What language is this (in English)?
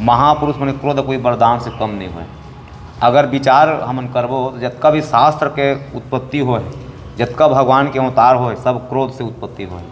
Chhattisgarhi